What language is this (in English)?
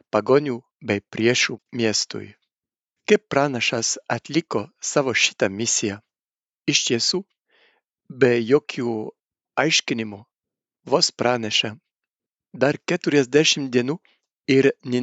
Lithuanian